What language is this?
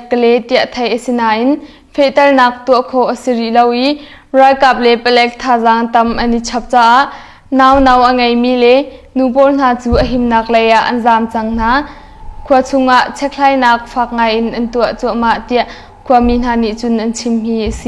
Hakha Chin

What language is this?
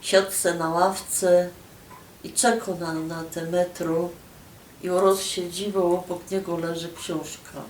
Silesian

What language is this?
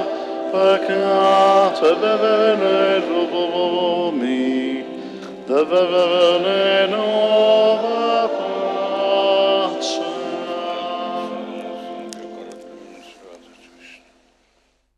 Romanian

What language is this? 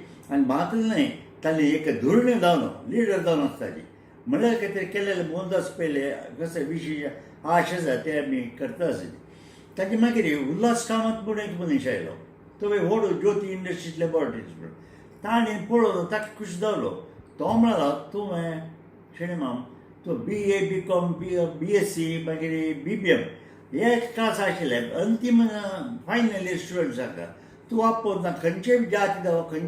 Konkani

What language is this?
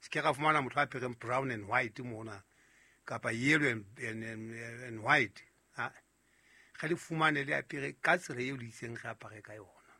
Southern Sotho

